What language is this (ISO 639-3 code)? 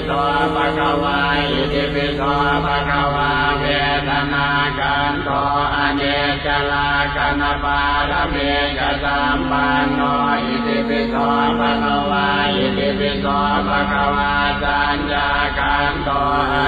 pli